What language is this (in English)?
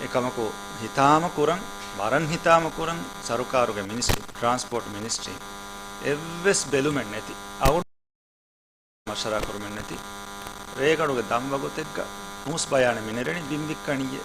Divehi